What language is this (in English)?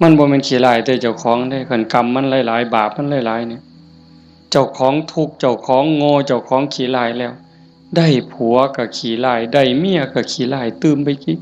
Northeastern Thai